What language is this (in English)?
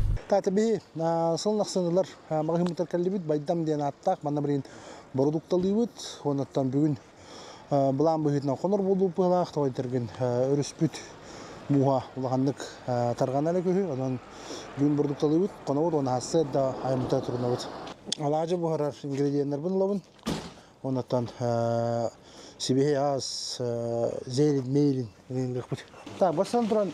Yakut